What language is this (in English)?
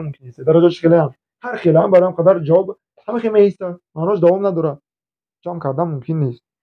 Tajik